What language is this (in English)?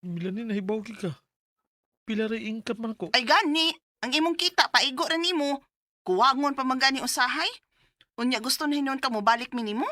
Cebuano